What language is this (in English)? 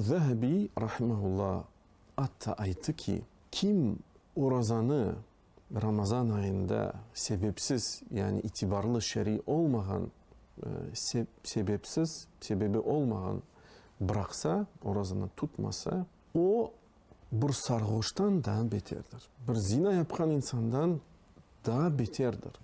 Crimean Tatar